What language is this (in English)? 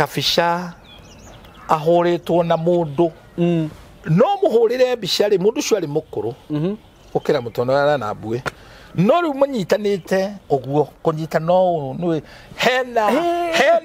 Kikuyu